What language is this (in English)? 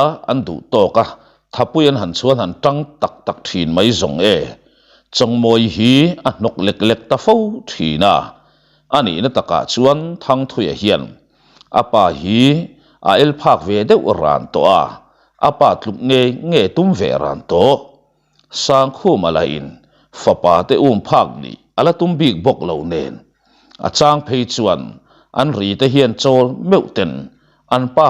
Mizo